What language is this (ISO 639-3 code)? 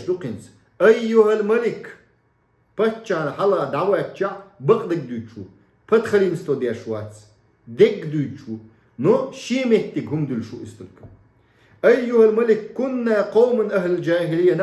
che